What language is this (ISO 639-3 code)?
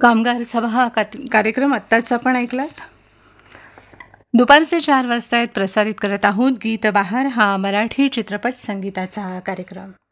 mar